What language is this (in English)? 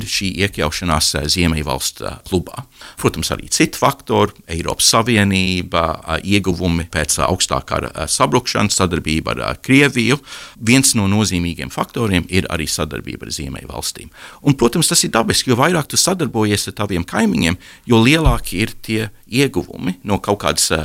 Latvian